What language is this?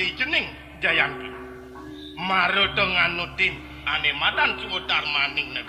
Balinese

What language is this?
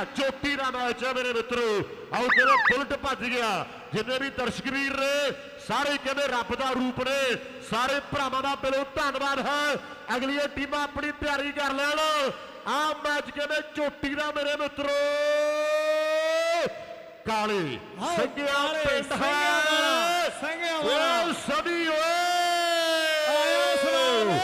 Punjabi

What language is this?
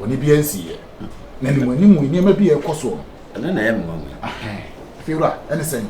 Akan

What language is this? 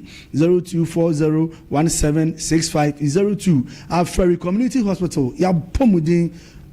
Akan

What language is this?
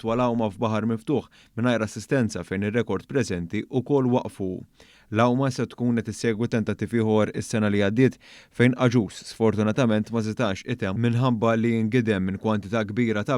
Maltese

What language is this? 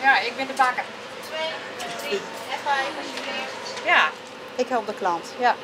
Western Frisian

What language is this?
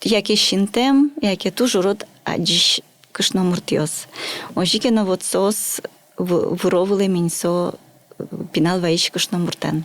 Udmurt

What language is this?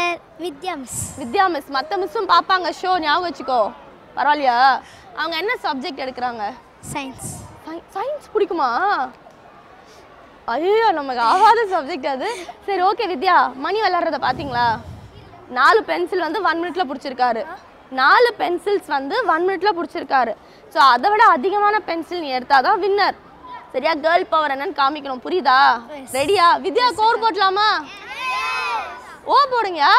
Tamil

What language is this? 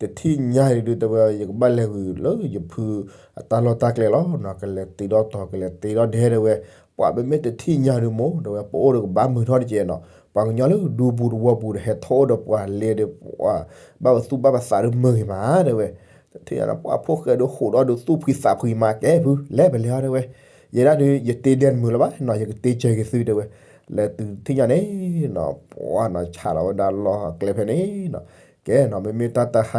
S'gaw Karen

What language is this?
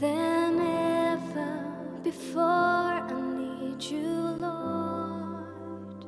Faroese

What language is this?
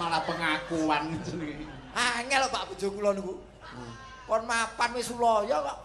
Javanese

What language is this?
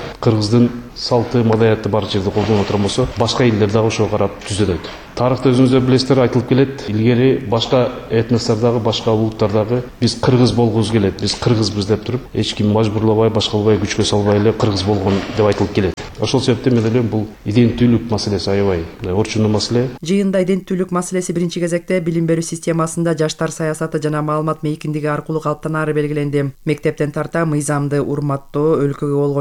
Kyrgyz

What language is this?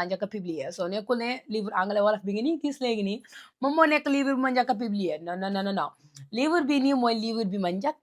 Wolof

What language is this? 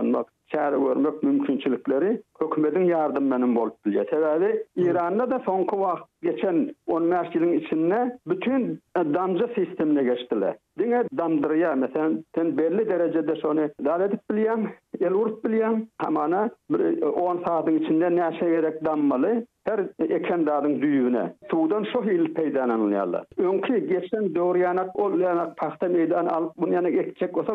Turkmen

